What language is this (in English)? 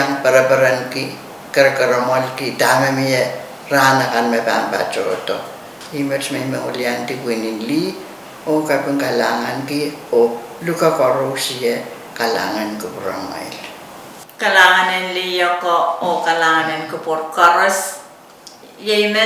Pohnpeian